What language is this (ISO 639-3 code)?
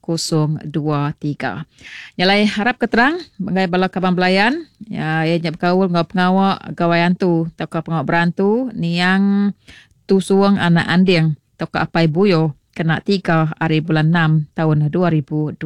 iba